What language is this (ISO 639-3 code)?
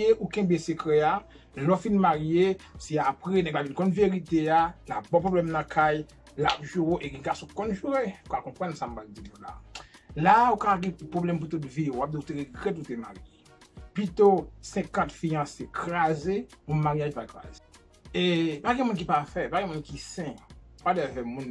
hat